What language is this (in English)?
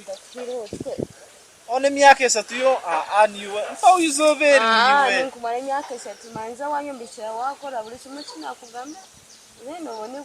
Nyankole